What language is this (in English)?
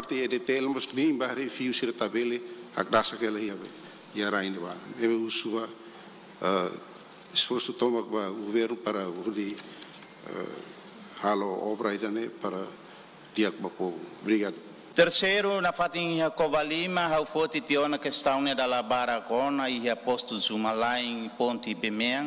Tetum